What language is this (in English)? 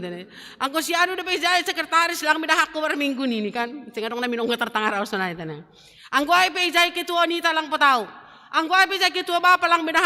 Batak Simalungun